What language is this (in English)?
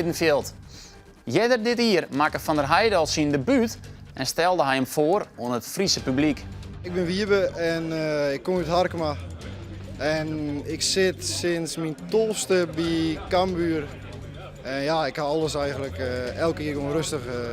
Western Frisian